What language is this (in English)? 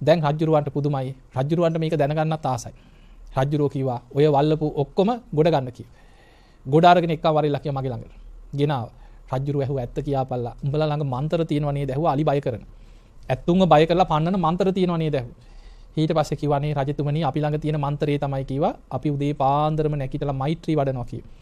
Sinhala